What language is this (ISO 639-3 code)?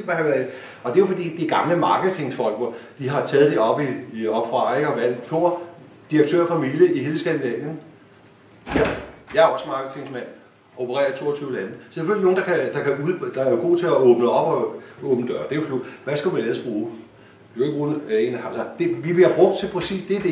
dan